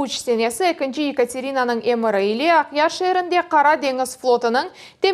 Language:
Crimean Tatar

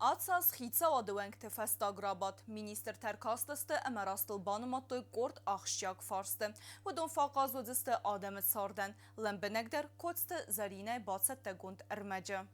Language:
Ossetic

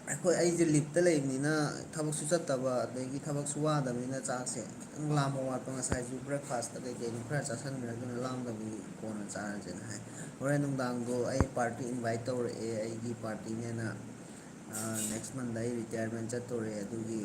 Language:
Manipuri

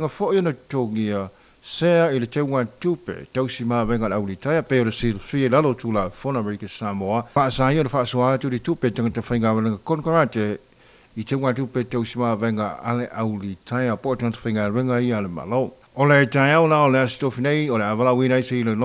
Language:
Samoan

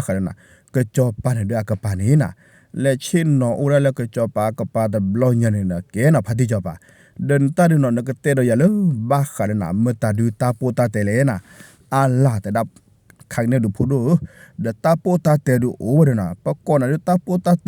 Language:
S'gaw Karen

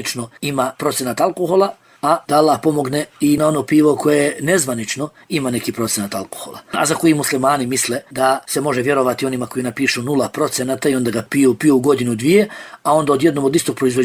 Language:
Bosnian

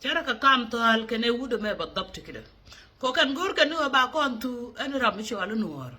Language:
Nuer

